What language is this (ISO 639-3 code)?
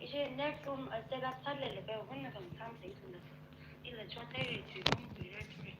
nmf